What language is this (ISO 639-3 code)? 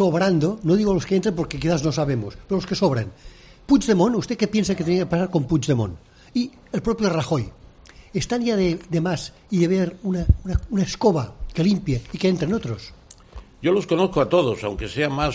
spa